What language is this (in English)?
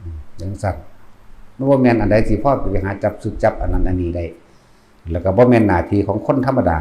Northeastern Thai